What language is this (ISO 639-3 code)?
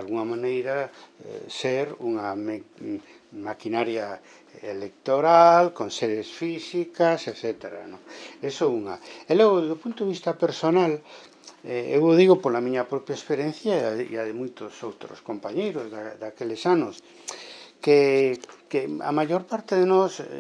glg